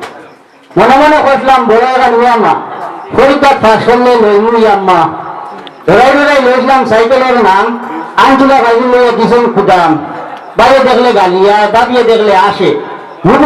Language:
Sylheti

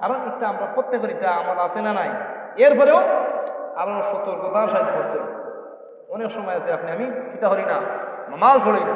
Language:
Sylheti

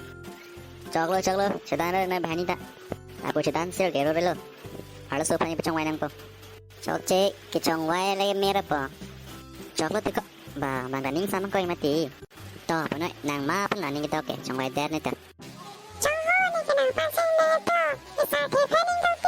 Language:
Karbi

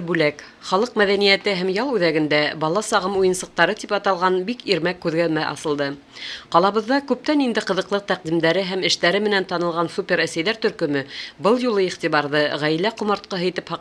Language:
Bashkir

